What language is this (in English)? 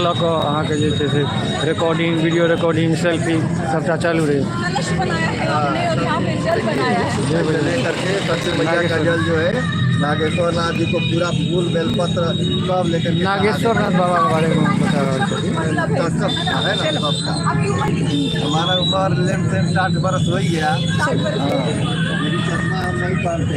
Maithili